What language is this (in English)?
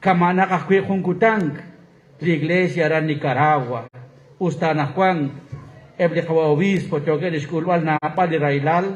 Kekchí